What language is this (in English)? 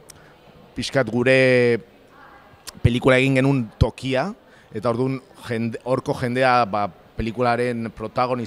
Basque